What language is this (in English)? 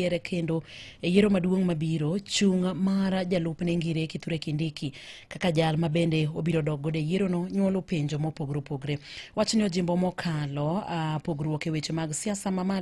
Luo (Kenya and Tanzania)